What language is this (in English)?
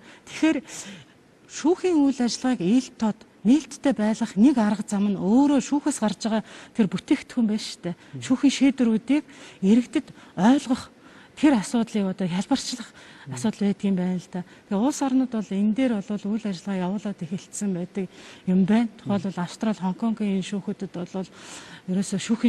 Mongolian